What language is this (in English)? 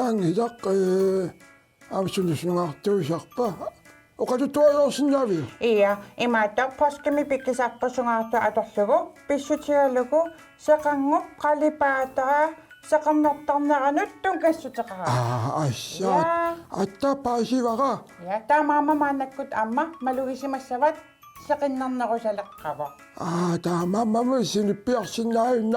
Kalaallisut